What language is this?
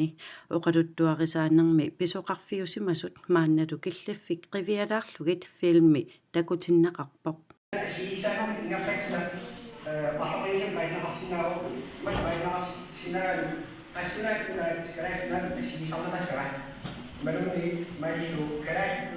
Kalaallisut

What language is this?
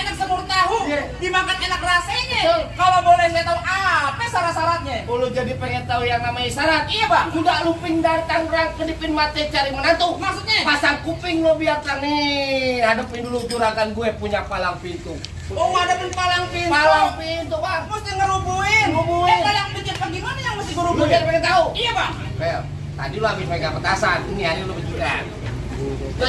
Betawi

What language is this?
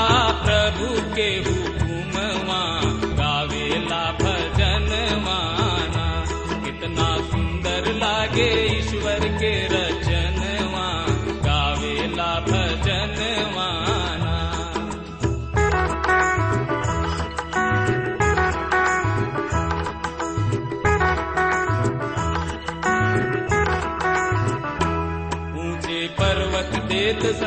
Bhojpuri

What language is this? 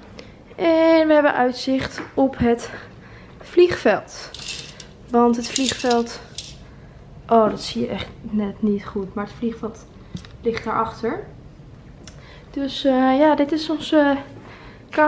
Dutch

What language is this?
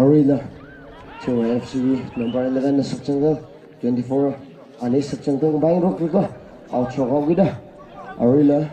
Tangkhul Naga (India)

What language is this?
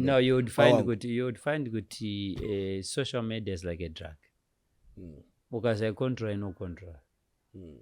Shona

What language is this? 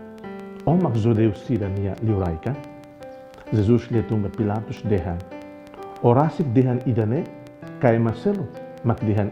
Tetum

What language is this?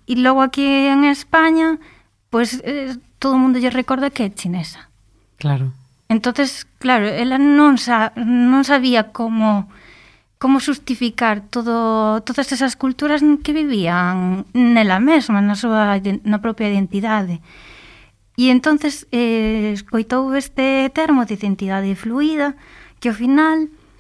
Galician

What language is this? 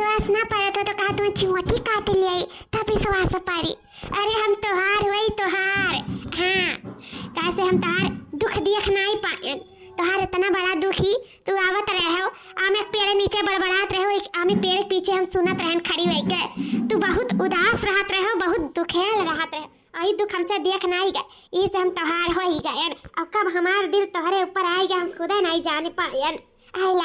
Awadhi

